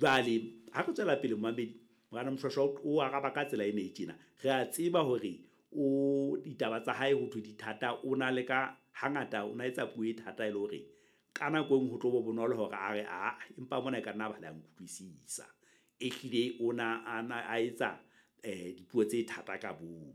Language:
Southern Sotho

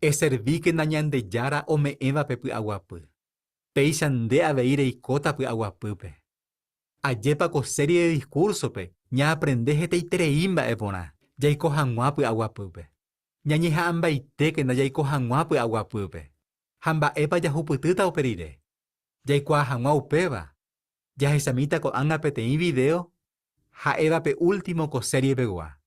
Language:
Guarani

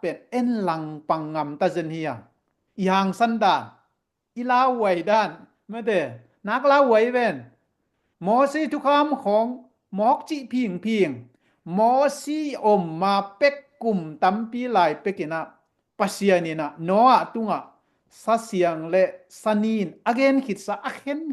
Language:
Tedim Chin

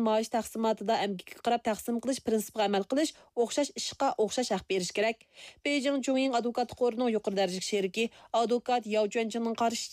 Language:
Uyghur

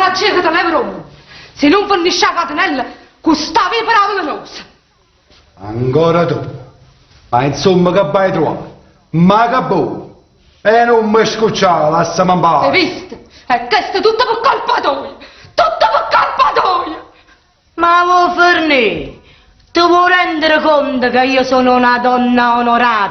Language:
Neapolitan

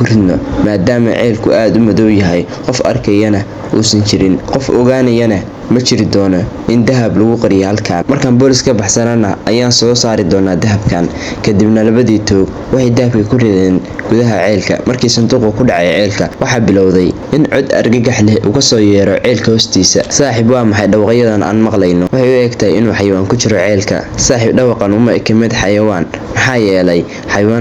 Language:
Somali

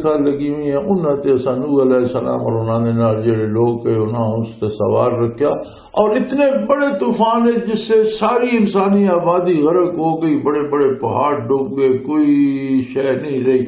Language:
Western Panjabi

